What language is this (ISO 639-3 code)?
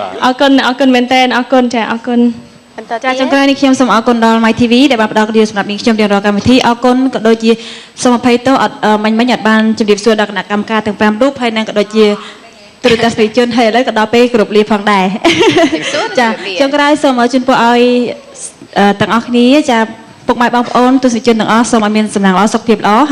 khm